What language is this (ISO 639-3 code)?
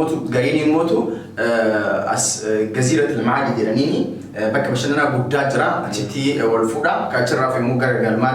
orm